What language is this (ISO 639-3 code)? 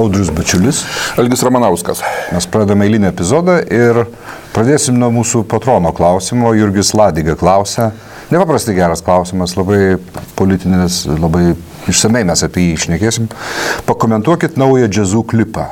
lit